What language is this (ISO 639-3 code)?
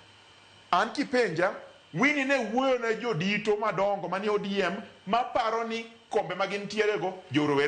luo